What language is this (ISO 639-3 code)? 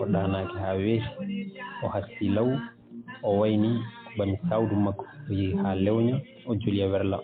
ful